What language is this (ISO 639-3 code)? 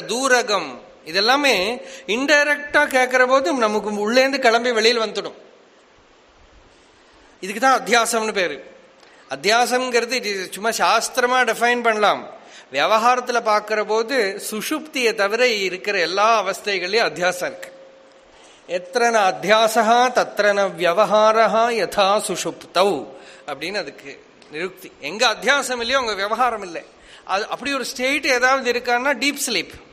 tam